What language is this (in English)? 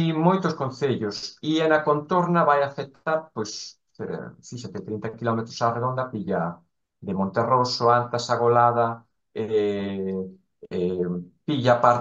Galician